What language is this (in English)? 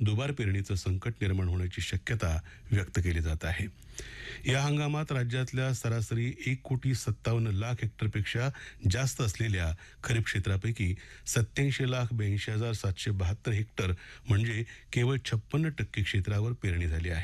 Marathi